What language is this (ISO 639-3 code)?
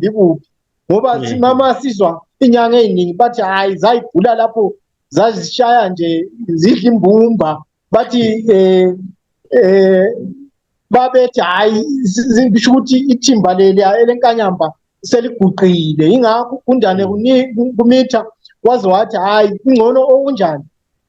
zul